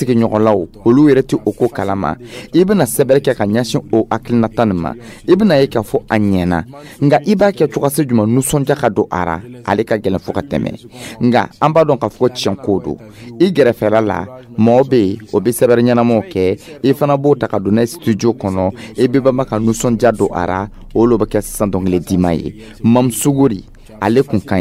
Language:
Dyula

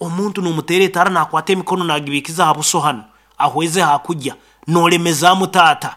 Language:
Nyankole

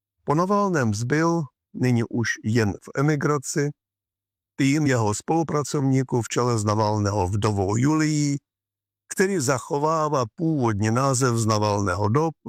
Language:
Czech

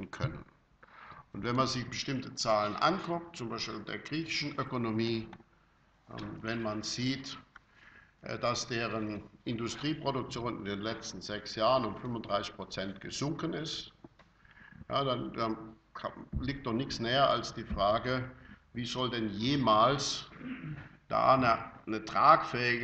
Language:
German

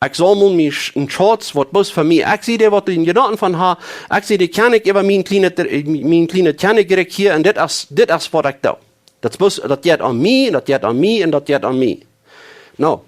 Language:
Plautdietsch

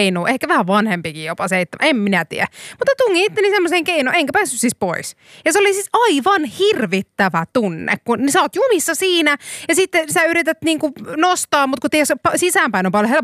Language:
Finnish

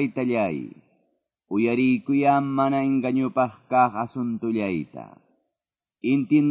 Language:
Quechua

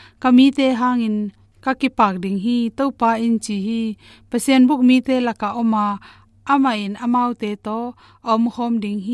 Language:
Tedim Chin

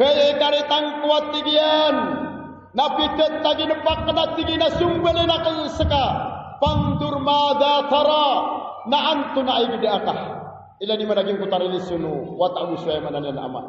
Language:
Maranao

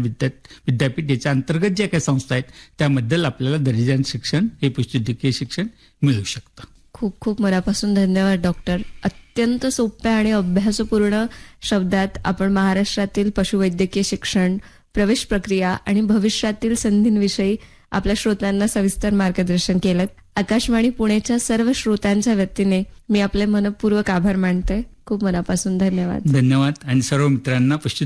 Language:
Marathi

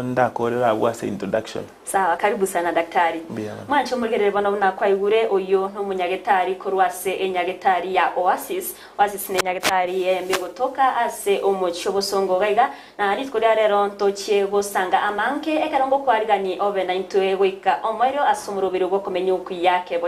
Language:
Gusii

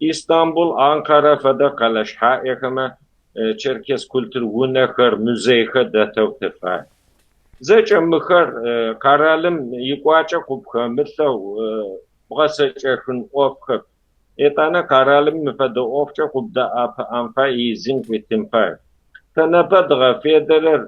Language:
Kabardian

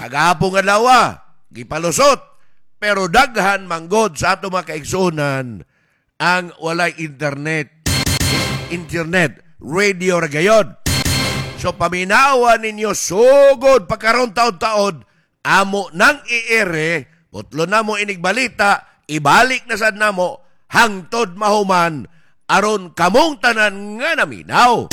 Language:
Cebuano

